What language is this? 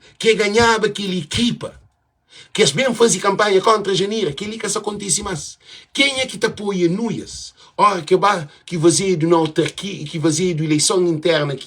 Kabuverdianu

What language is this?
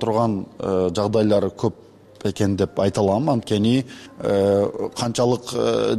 Kyrgyz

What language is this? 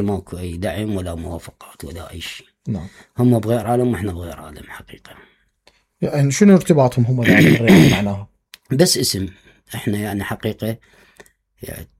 Mesopotamian Arabic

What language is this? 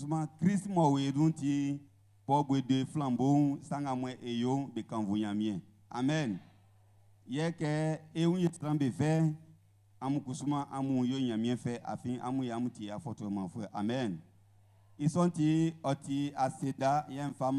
Baoulé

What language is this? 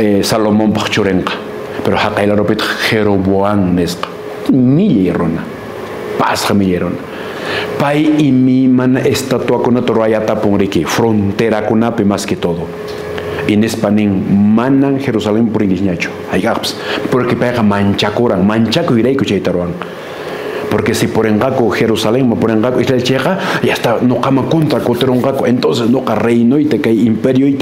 Quechua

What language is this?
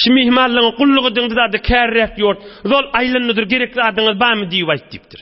Turkmen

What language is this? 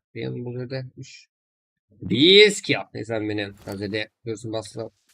Kara-Kalpak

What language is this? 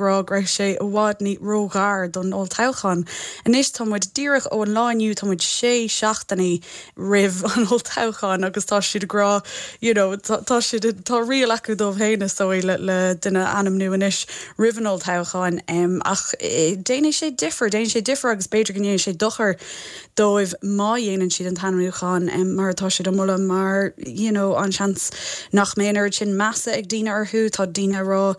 Irish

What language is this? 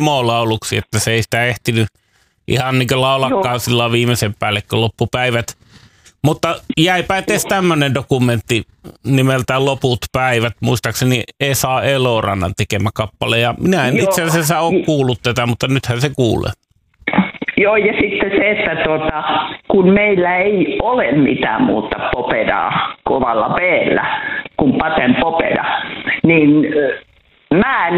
Finnish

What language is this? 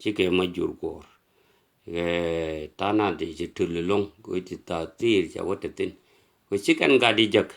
Nuer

